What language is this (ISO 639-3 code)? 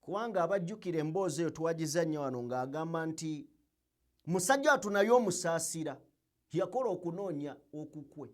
lug